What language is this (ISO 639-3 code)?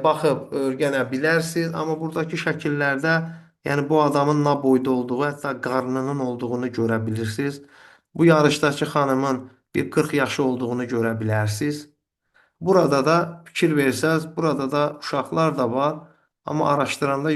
aze